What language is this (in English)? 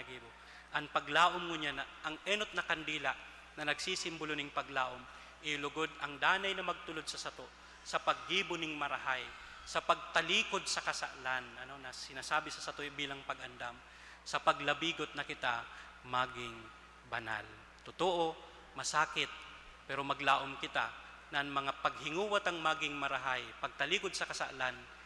Bikol